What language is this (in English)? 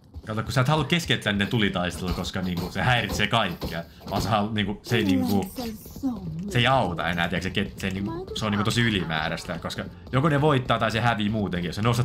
Finnish